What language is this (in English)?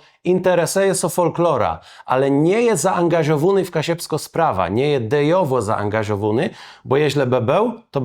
Kashubian